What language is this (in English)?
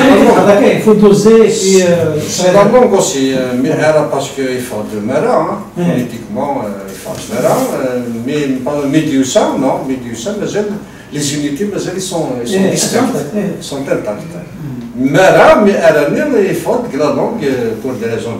Kabyle